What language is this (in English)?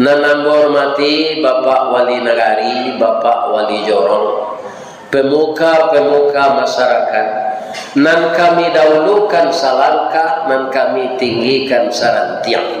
Minangkabau